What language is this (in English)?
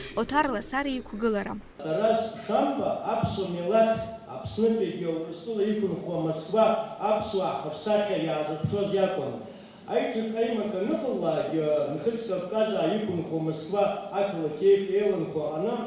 Abkhazian